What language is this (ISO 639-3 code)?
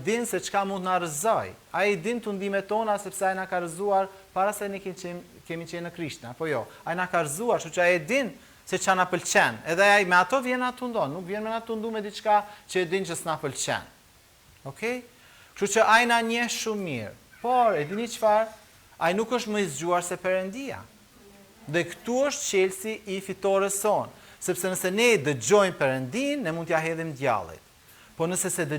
sqi